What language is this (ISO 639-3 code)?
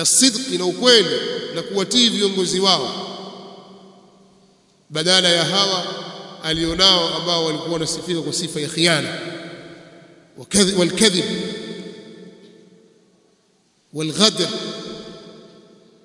swa